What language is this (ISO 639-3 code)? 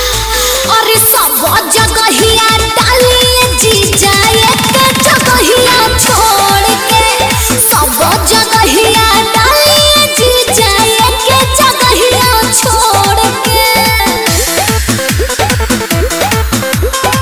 bho